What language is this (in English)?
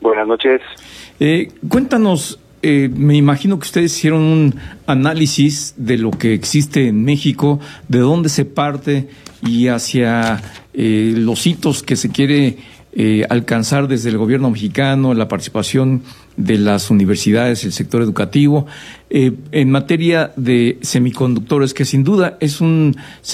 Spanish